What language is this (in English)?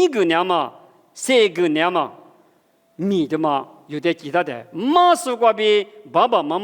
Lisu